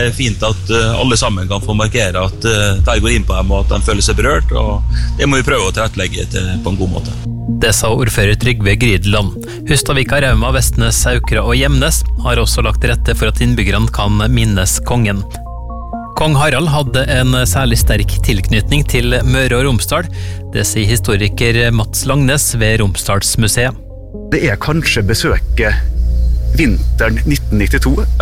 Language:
Norwegian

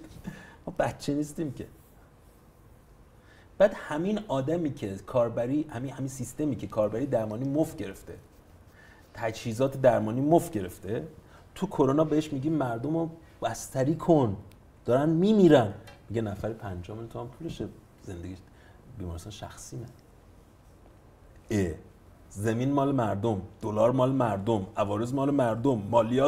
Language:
Persian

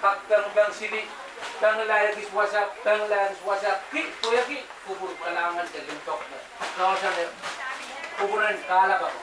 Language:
Pohnpeian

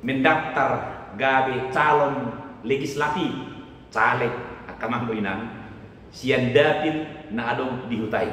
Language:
Batak Toba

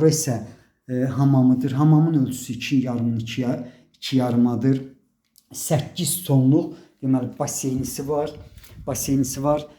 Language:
Azerbaijani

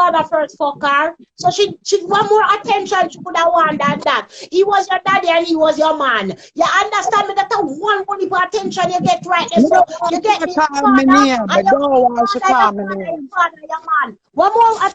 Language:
Jamaican Creole English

